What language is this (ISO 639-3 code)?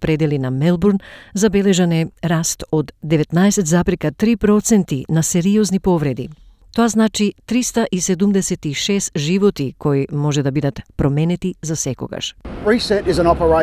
mkd